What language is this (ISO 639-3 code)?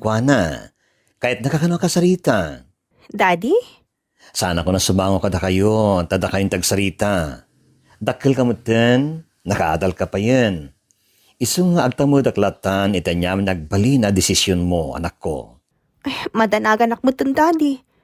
ilo